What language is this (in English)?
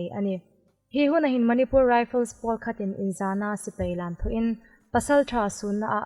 Hmar